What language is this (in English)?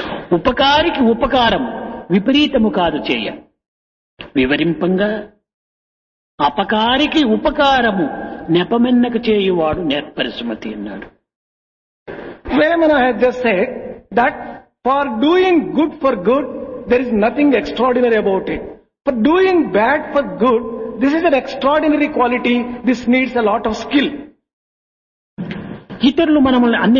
Telugu